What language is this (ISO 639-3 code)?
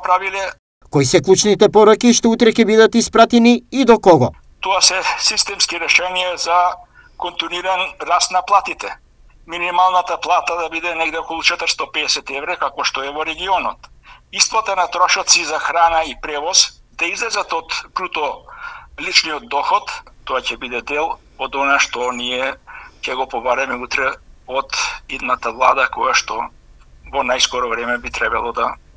mkd